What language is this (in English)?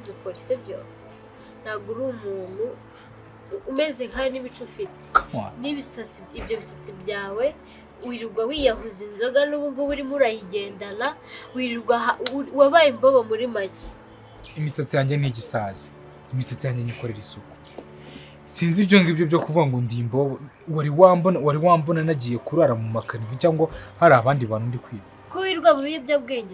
Kinyarwanda